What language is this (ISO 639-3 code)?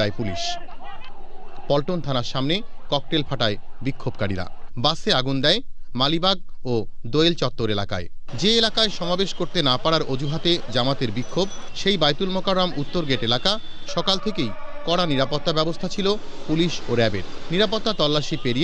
ben